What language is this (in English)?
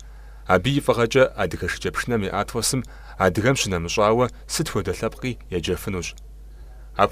Kabardian